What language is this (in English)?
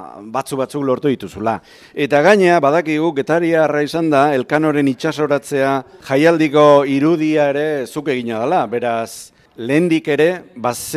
Basque